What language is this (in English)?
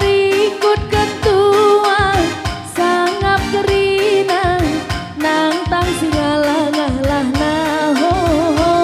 Batak Karo